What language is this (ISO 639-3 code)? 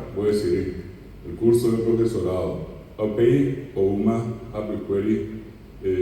grn